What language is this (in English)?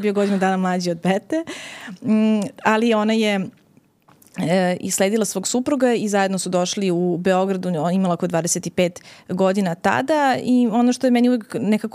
Serbian